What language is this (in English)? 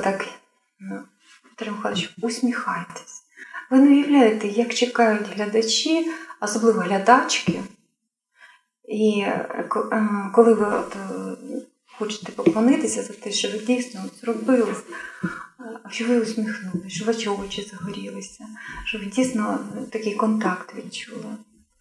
Ukrainian